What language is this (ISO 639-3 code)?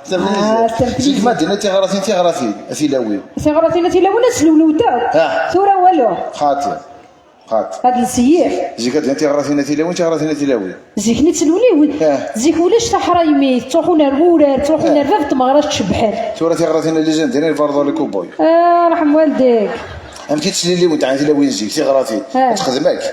kab